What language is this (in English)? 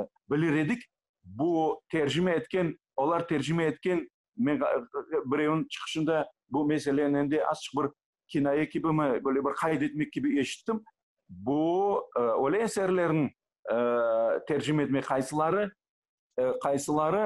Crimean Tatar